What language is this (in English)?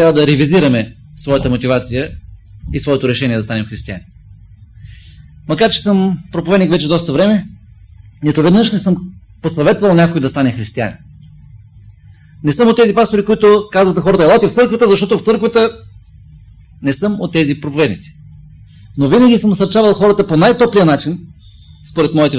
Bulgarian